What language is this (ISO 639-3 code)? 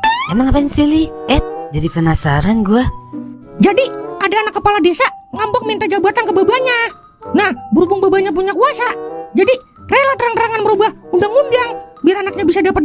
bew